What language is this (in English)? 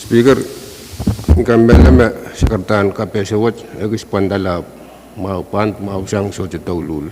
Pohnpeian